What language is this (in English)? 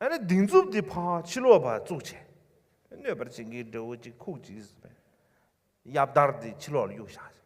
Tibetan